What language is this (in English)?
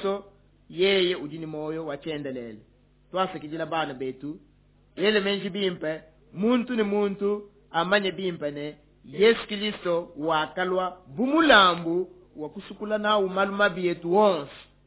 Luba-Lulua